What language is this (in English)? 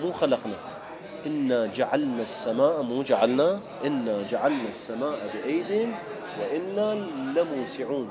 Mesopotamian Arabic